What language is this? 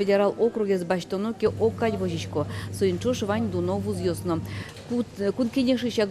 Udmurt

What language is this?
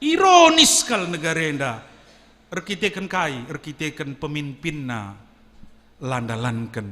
Batak Karo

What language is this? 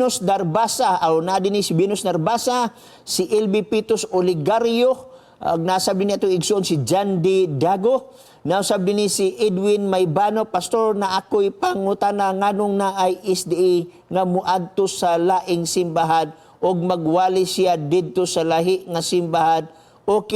Cebuano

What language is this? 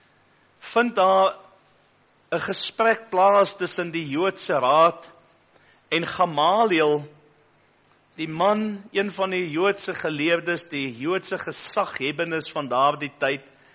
Afrikaans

